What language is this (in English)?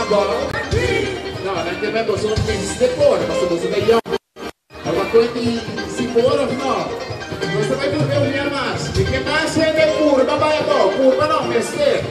Papiamento